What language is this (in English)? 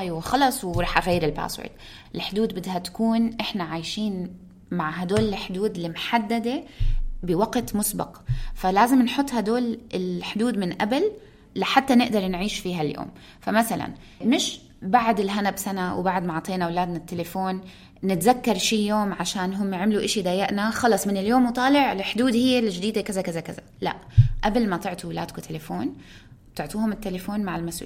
North Levantine Arabic